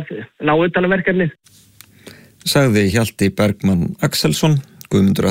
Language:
Icelandic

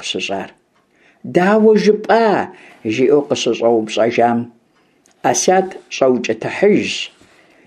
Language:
Kabardian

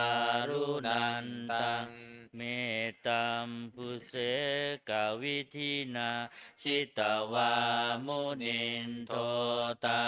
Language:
Pali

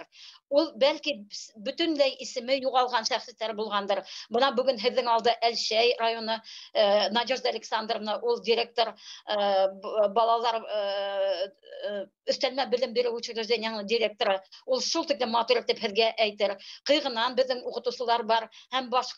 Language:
Bashkir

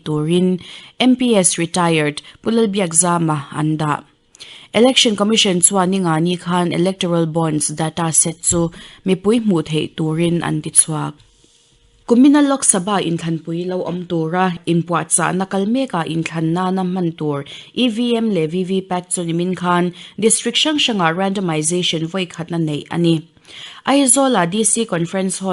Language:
Mizo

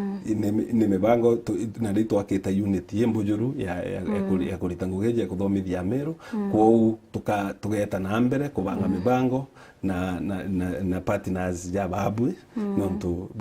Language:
Meru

